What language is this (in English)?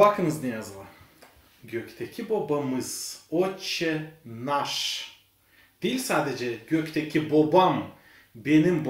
Gagauz